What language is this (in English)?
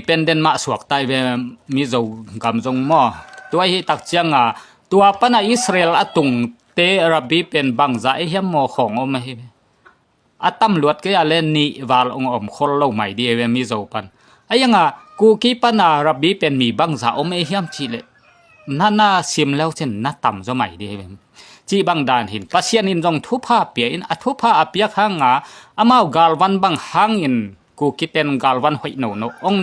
Tedim Chin